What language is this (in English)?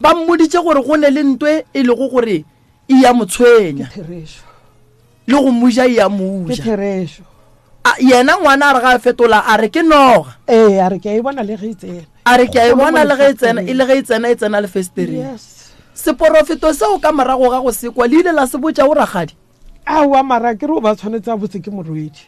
Northern Sotho